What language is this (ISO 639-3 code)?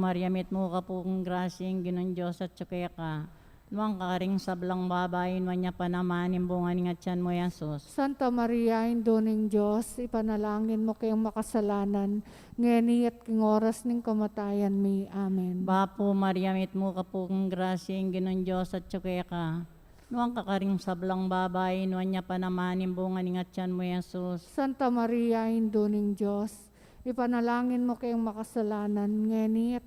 pam